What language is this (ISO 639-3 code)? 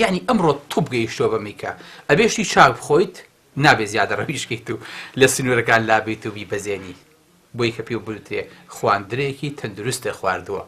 ckb